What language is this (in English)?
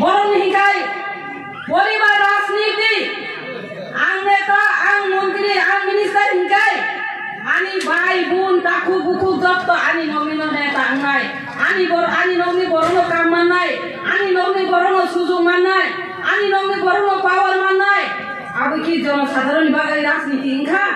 Kok Borok